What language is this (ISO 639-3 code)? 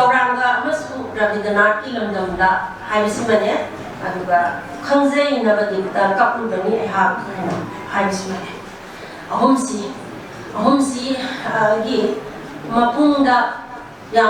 mni